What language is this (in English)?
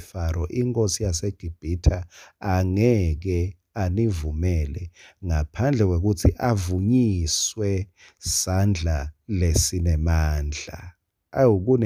Swati